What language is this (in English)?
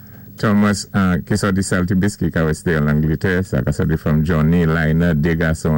Saint Lucian Creole French